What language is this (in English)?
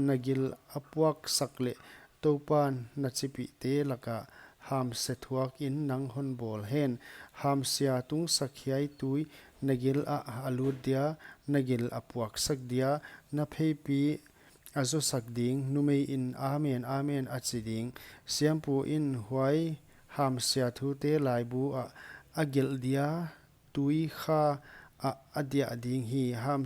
Paite Chin